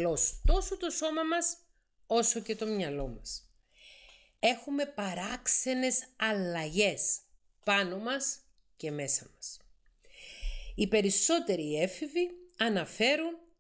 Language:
Greek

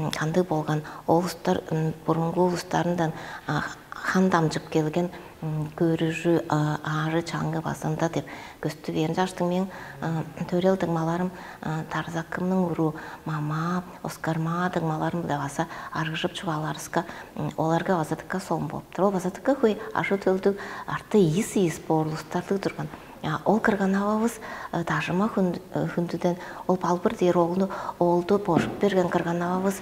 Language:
Tuvinian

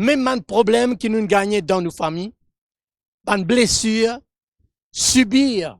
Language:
Morisyen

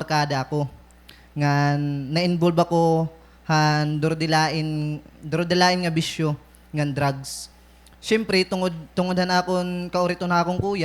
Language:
Waray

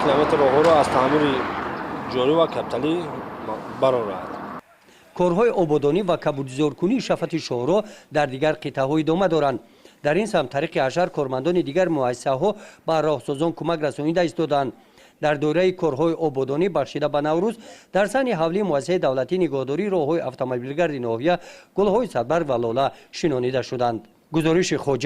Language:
Tajik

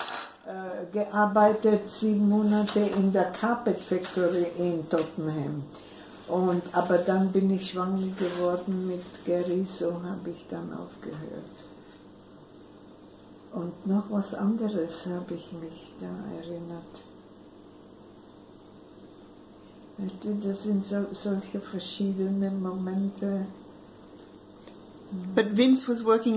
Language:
German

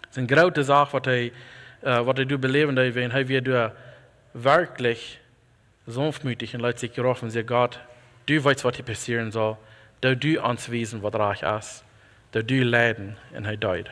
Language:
Plautdietsch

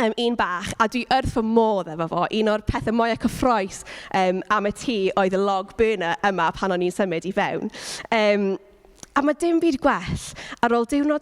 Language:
Welsh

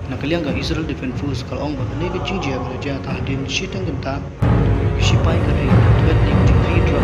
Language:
Khasi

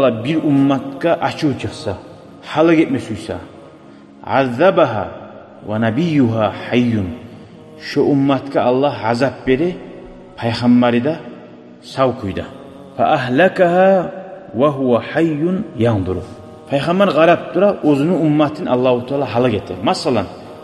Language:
Kumyk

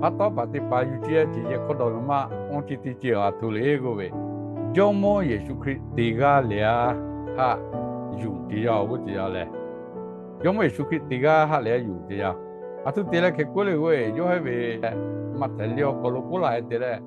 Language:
Lahu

